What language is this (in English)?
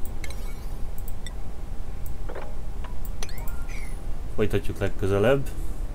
Hungarian